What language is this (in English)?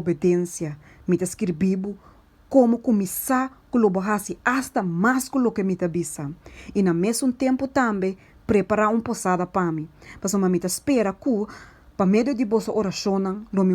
Papiamento